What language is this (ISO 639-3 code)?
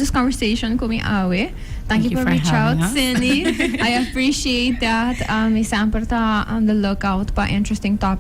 pap